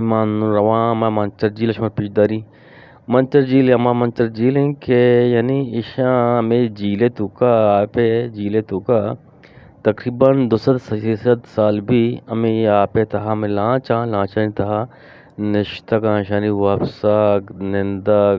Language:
Eastern Balochi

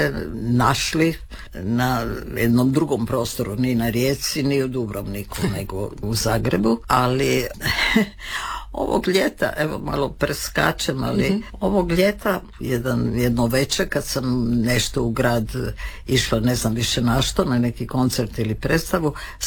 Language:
Croatian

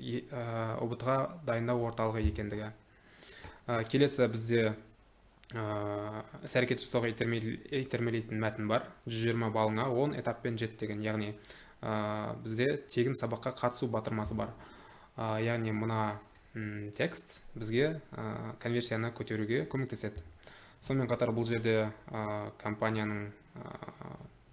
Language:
Kazakh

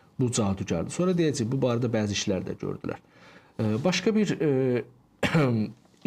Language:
Azerbaijani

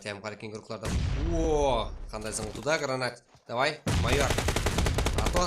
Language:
Kara-Kalpak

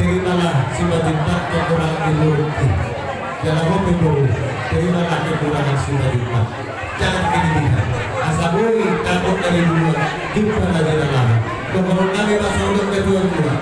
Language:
Batak Toba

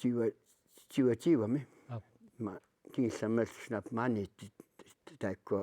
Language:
Kalaallisut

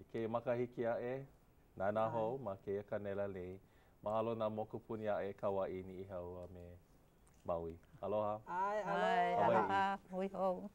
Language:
Hawaiian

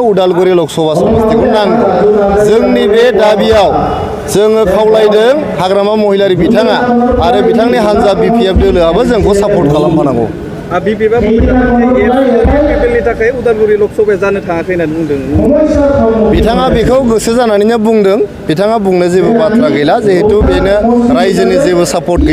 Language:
Bodo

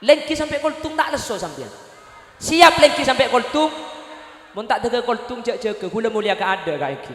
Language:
Madurese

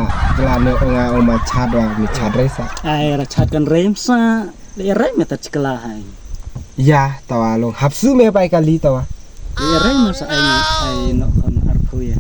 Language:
Khasi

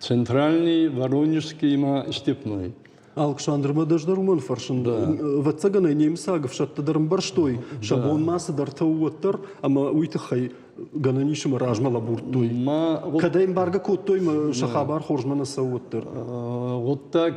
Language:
Ossetic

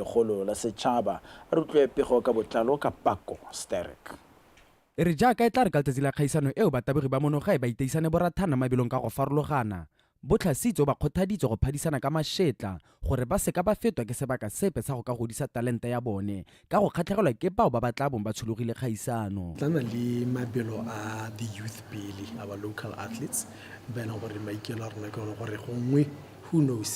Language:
Tswana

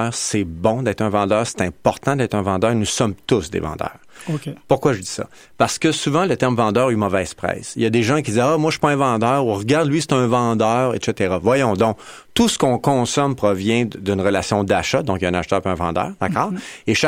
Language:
French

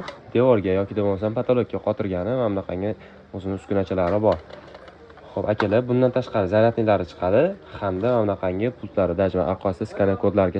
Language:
Uzbek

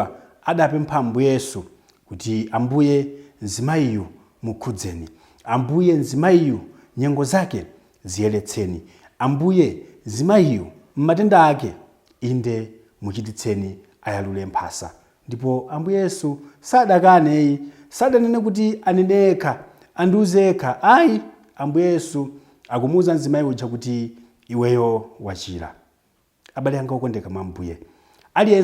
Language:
Nyanja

